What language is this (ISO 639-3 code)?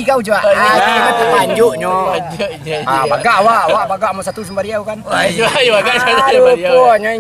min